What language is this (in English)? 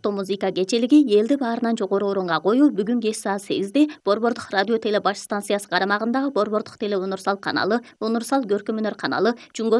Kyrgyz